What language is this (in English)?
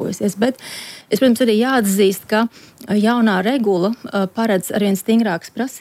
Latvian